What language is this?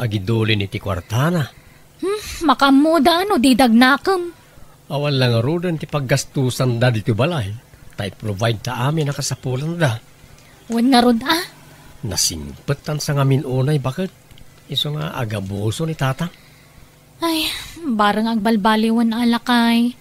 Iloko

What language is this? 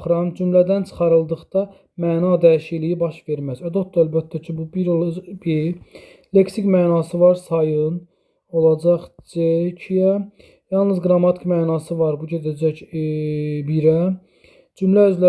Azerbaijani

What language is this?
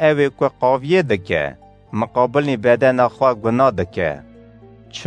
Kurdish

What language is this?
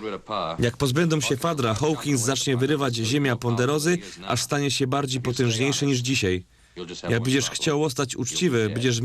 Silesian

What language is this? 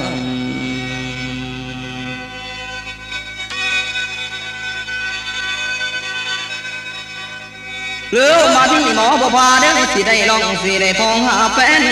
Northeastern Thai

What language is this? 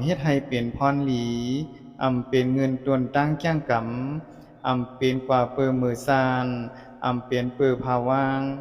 Shan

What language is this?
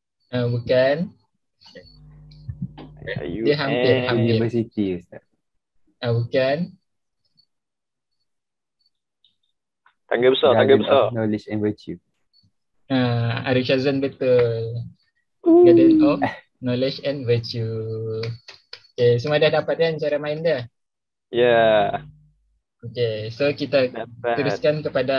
Malay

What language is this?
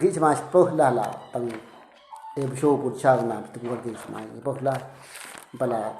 Eastern Bru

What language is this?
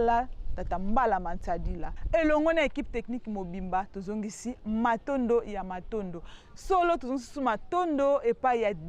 Lingala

